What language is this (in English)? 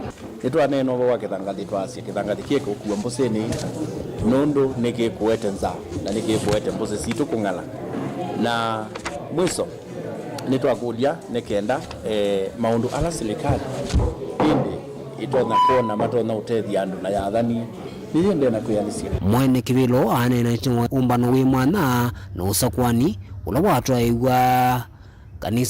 Kamba